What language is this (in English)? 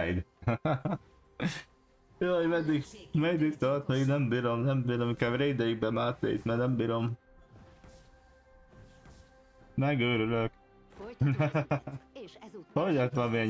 Hungarian